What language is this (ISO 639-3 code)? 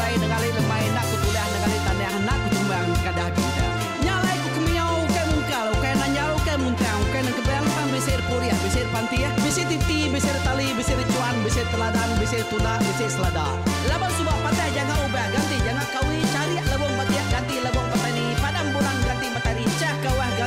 iba